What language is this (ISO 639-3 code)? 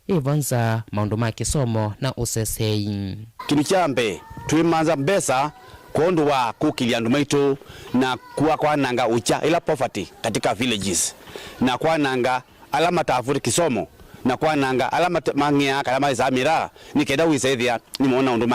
kam